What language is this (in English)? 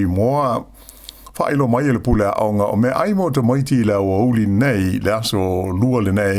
Samoan